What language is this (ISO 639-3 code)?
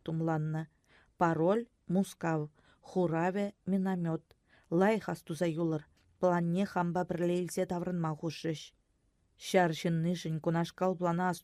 chv